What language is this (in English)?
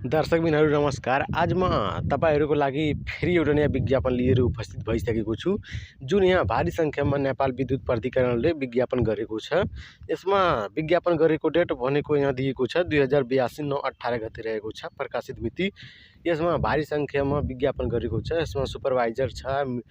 Nepali